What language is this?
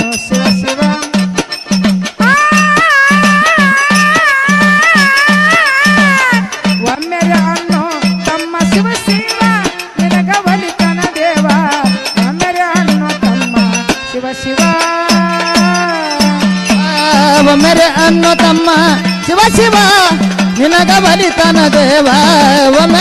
Kannada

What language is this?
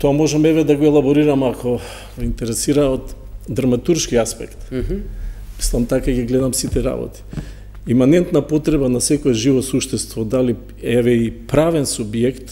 Macedonian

